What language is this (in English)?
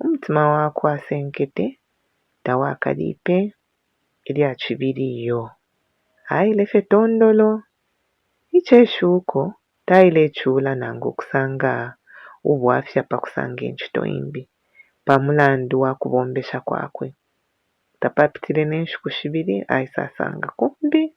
Bemba